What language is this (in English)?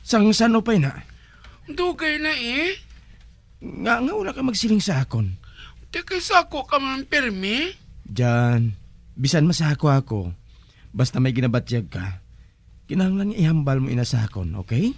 Hiligaynon